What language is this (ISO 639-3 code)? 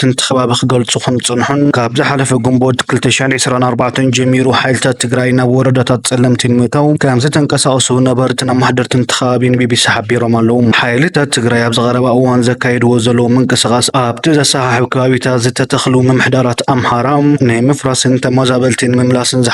tir